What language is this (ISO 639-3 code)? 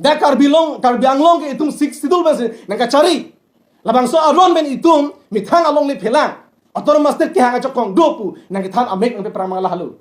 mjw